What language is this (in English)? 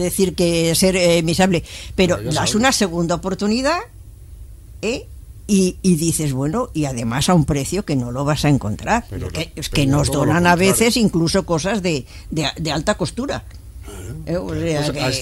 Spanish